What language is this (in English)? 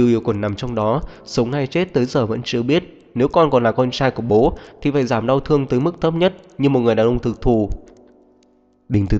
Vietnamese